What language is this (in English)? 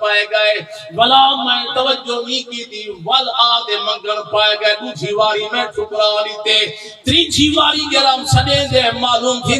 Saraiki